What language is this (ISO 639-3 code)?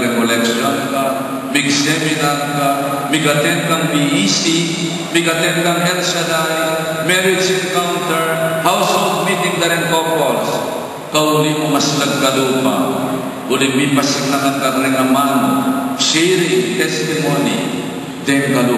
pam